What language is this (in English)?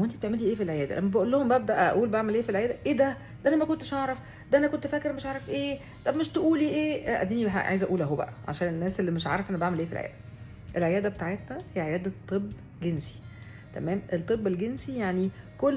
Egyptian Arabic